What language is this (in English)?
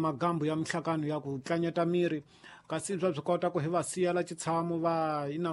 Tsonga